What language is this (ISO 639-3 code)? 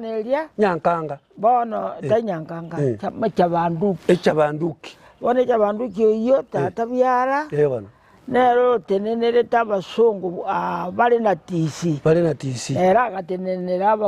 guz